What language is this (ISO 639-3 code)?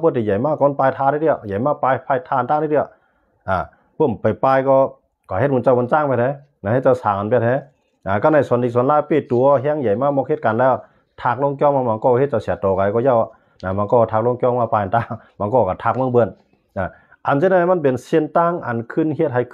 shn